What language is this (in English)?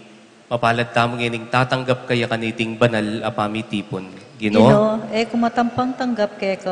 Pampanga